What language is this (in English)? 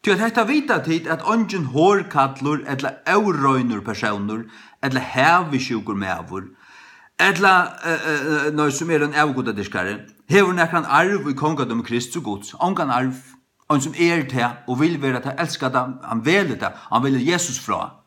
Faroese